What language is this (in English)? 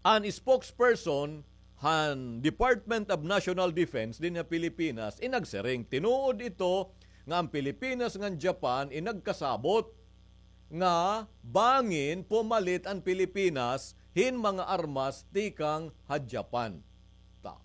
Waray